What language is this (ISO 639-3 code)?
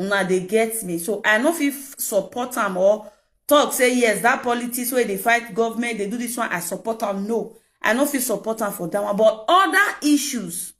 pcm